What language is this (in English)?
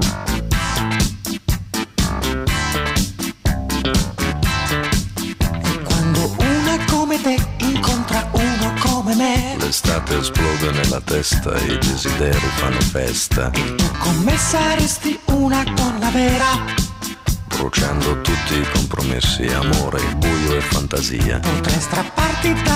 Italian